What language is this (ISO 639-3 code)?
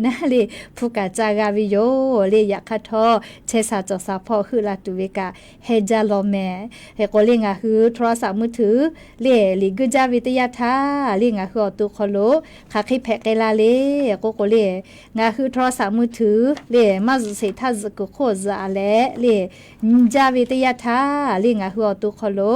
lhu